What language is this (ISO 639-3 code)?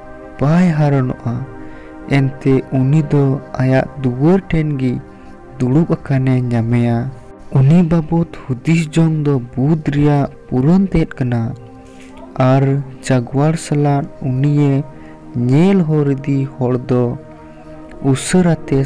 sat